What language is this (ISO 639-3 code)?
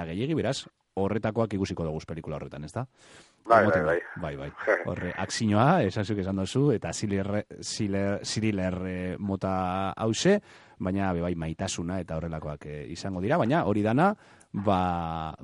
eus